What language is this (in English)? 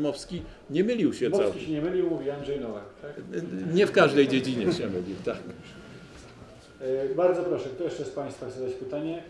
Polish